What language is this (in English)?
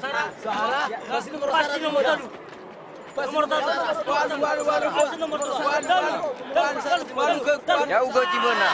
Nias